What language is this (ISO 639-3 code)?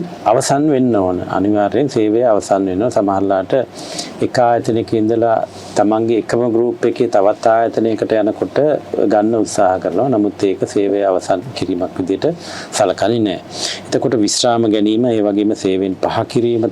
sin